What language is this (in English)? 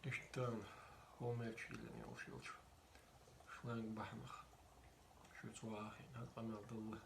Chechen